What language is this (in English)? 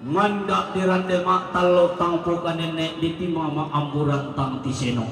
Toraja-Sa'dan